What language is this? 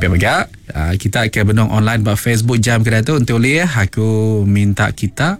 Iban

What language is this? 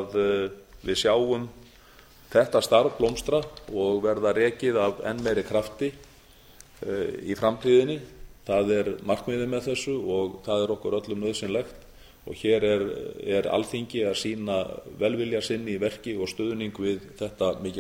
Icelandic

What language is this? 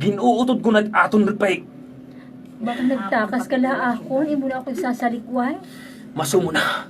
Waray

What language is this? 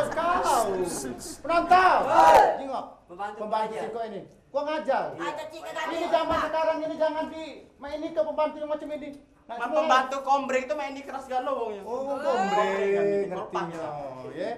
Musi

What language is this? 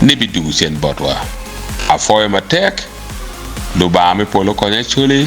Acoli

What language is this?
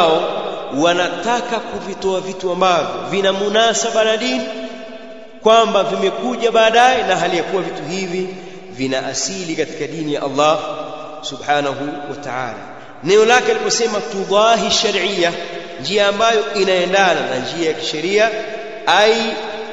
Swahili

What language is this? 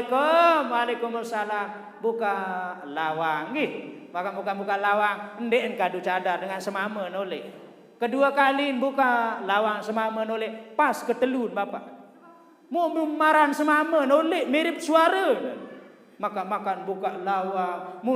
Sasak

